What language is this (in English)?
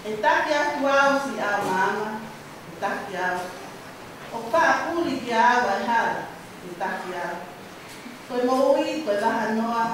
Tongan